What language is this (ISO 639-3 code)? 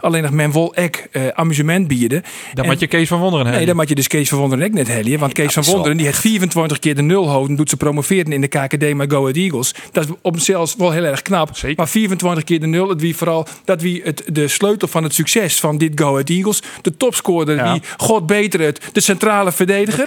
fry